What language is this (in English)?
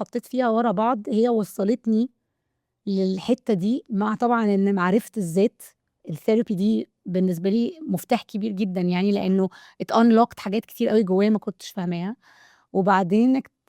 Egyptian Arabic